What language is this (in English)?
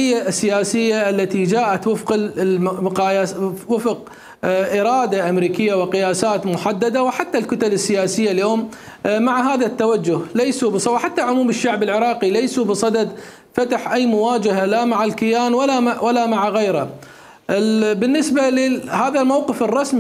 Mesopotamian Arabic